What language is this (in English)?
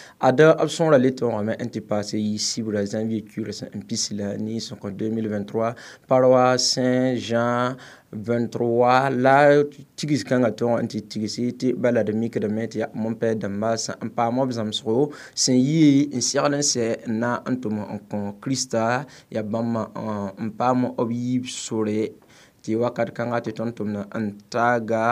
Mossi